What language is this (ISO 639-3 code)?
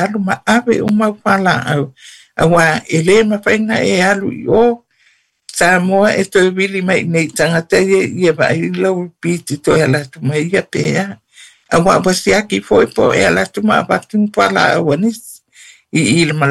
smo